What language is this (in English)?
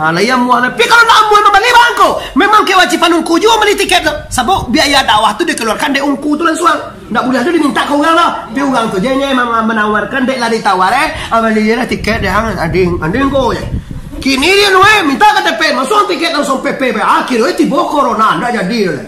Minangkabau